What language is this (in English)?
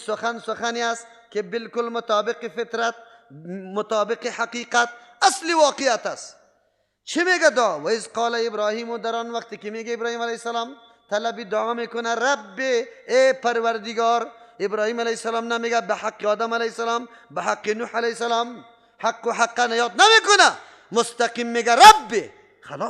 Persian